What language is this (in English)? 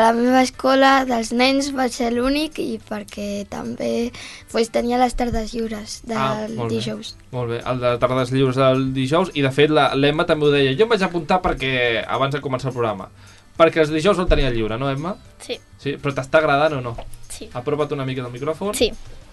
Catalan